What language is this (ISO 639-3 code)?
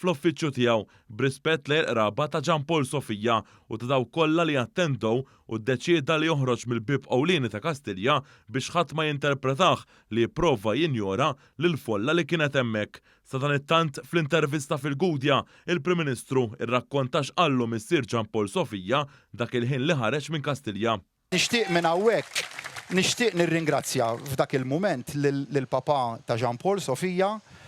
mlt